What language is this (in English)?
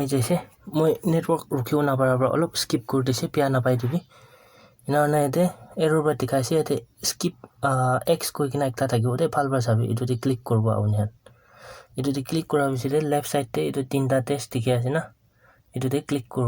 Naga Pidgin